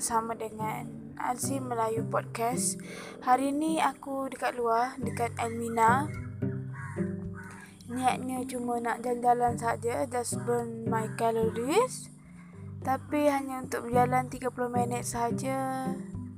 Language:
Malay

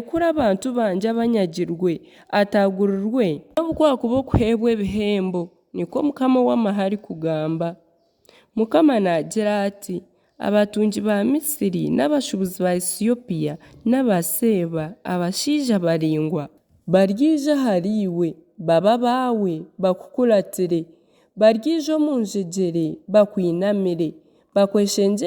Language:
Nyankole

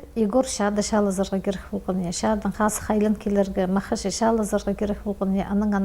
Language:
Khakas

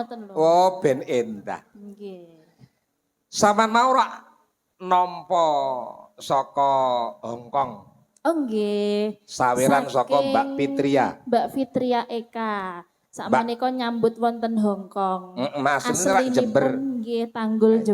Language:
Javanese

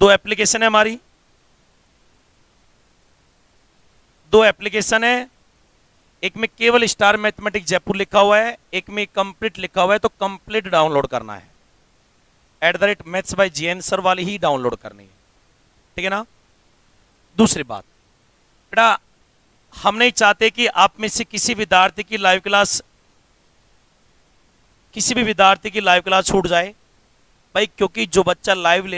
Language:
Hindi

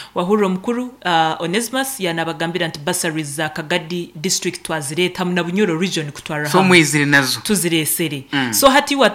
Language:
Nyankole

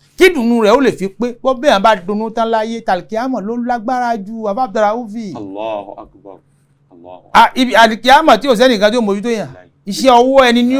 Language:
Yoruba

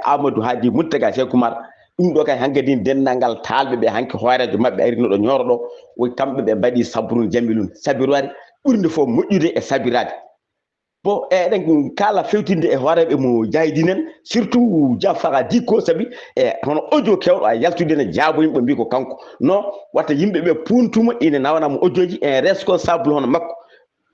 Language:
Fula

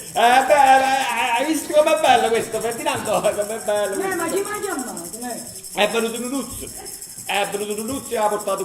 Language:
Neapolitan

